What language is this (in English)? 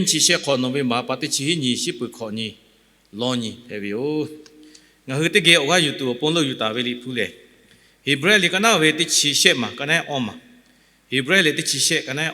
Lahu